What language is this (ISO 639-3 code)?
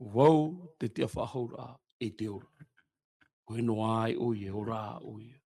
tah